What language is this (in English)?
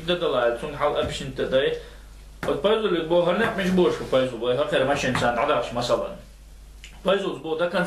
Chechen